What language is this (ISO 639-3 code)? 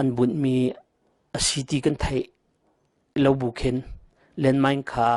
cnh